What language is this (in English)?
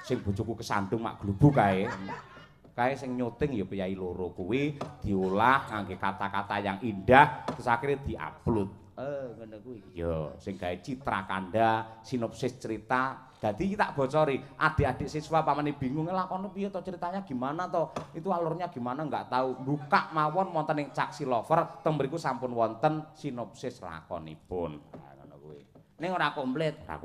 Javanese